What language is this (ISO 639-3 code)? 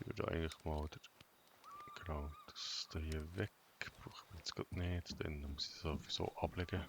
gsw